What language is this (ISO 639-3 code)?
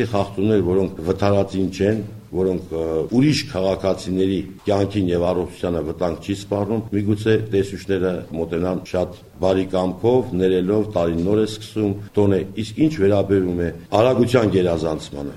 hye